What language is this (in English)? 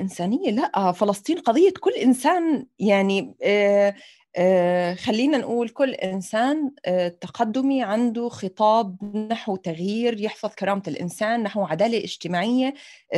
North Levantine Arabic